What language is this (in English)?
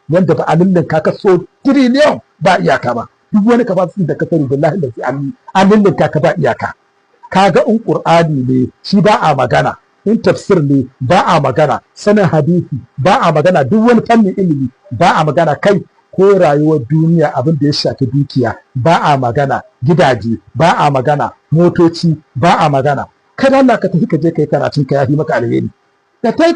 Hausa